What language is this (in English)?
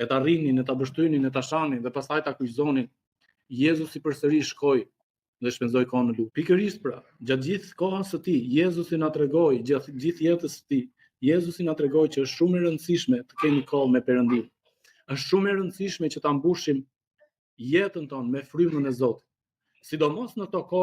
Albanian